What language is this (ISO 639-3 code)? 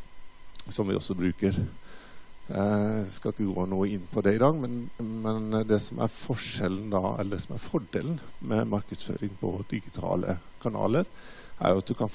nor